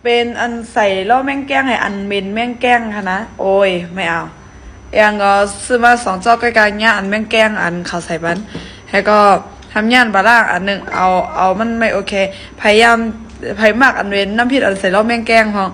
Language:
Shan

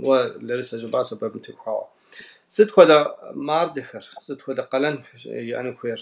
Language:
Kabardian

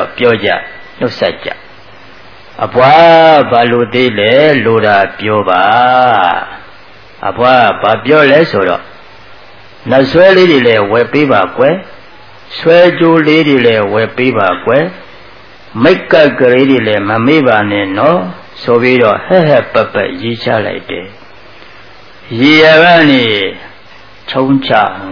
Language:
Burmese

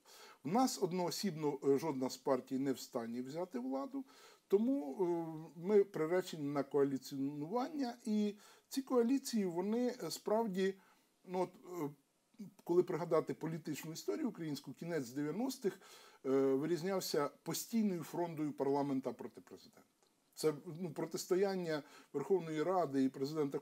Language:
Ukrainian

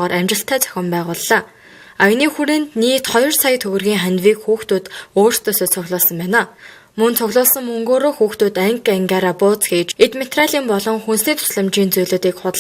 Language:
Mongolian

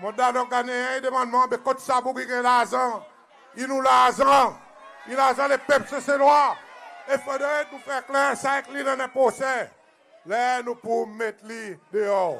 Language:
Seselwa Creole French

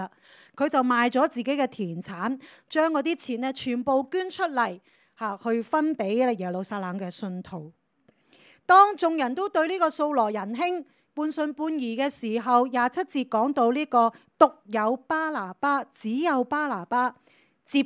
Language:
Cantonese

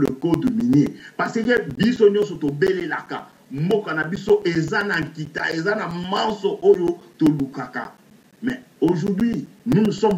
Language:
Lingala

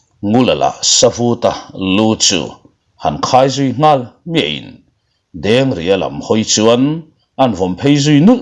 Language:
Mizo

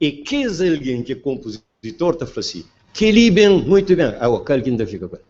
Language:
Kabuverdianu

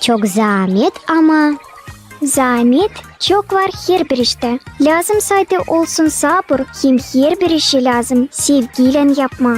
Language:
Gagauz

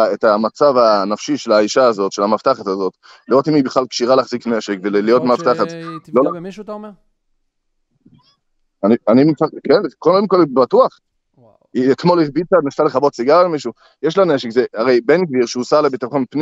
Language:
Hebrew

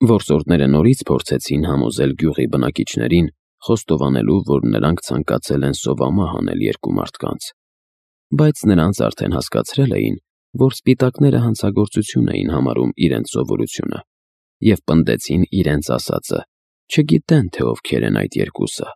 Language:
Armenian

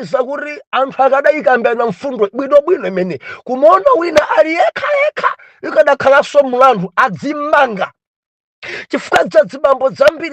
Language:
Nyanja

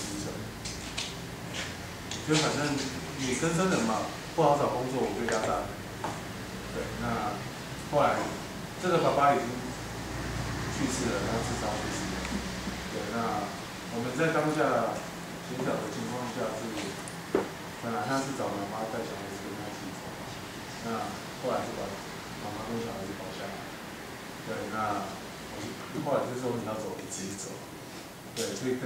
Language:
Chinese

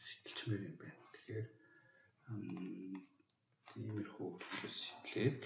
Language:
Mongolian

